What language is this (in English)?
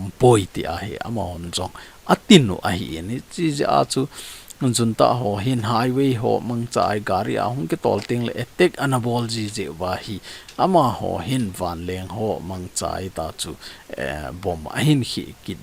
Thado Chin